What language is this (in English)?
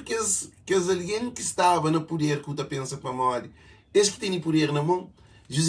Kabuverdianu